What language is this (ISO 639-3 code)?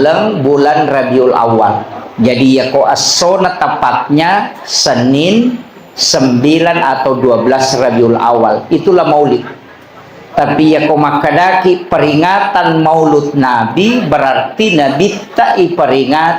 bug